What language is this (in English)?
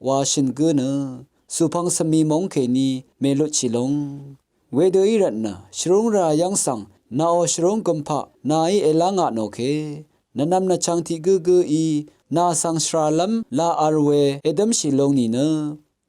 Rawang